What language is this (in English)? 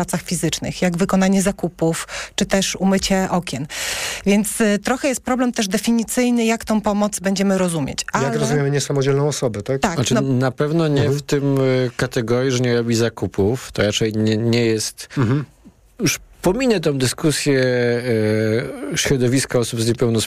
Polish